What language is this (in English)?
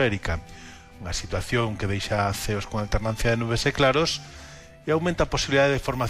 Galician